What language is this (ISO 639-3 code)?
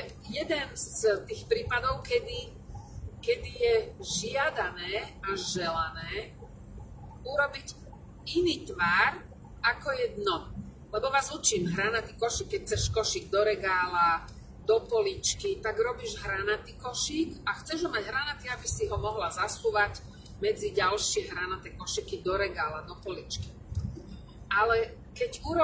slk